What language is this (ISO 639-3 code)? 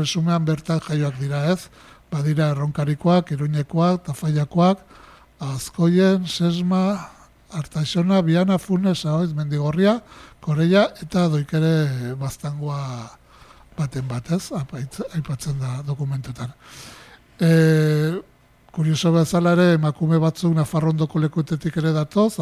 eus